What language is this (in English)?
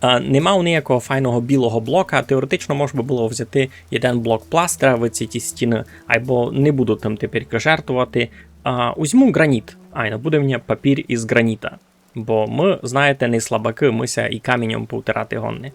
Rusyn